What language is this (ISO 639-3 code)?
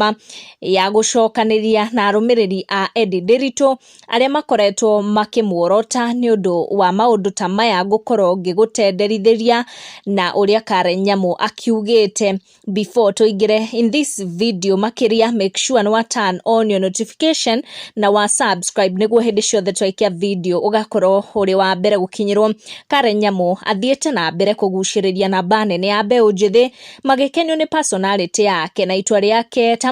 kik